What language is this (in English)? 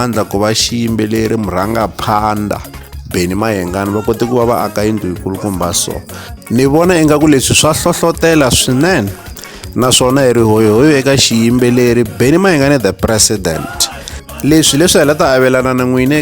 Tsonga